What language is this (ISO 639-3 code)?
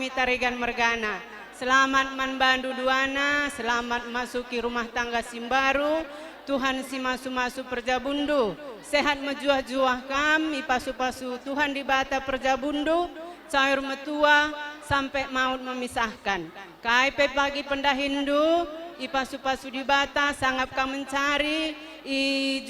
btx